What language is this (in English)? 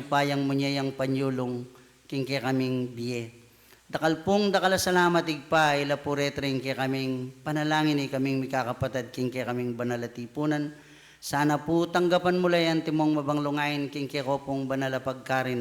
Pampanga